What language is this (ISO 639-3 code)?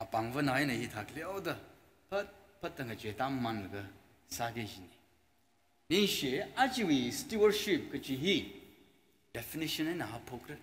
nmf